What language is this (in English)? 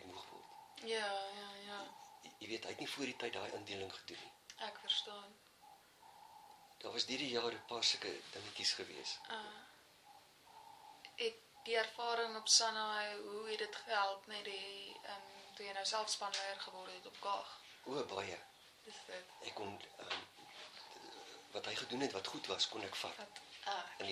Afrikaans